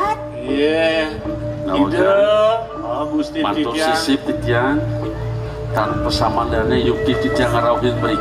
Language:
Balinese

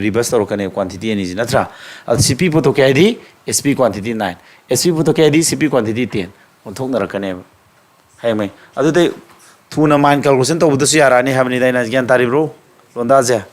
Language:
Manipuri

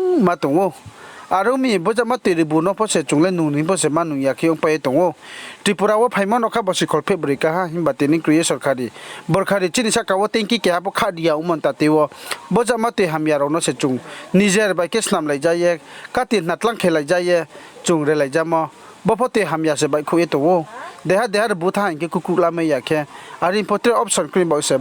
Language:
Riang (India)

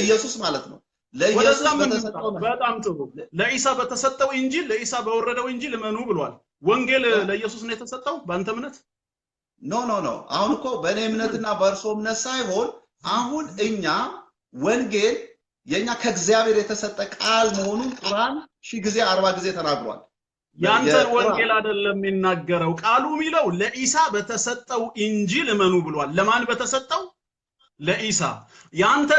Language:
Amharic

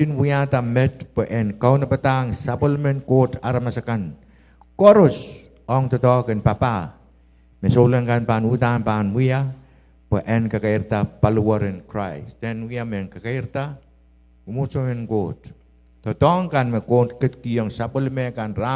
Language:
Pohnpeian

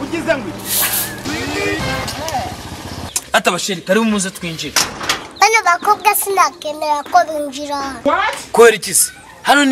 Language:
Kinyarwanda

